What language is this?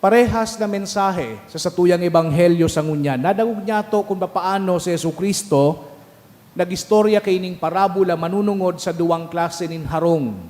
Bikol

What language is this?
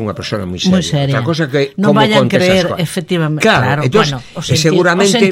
Galician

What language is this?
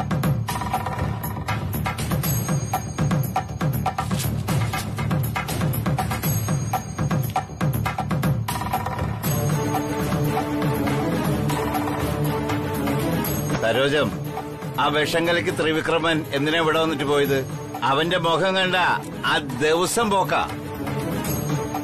Malayalam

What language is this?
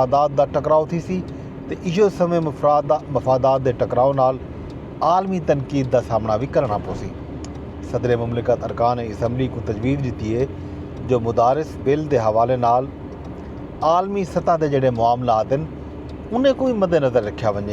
Saraiki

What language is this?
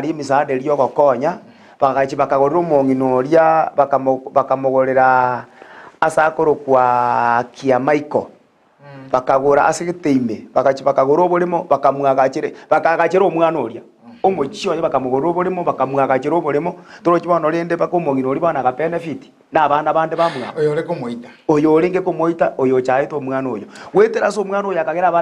Gusii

